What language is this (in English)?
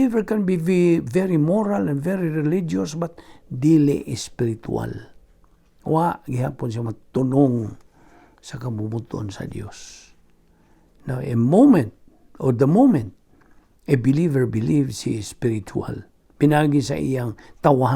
Cebuano